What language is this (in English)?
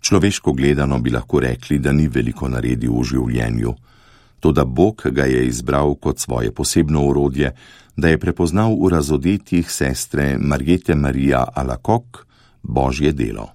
Slovenian